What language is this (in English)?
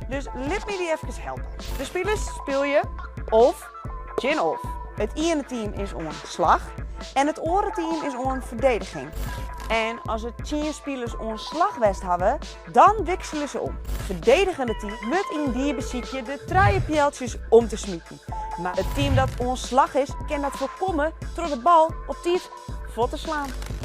Western Frisian